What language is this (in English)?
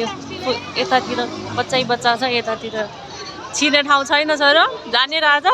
Nepali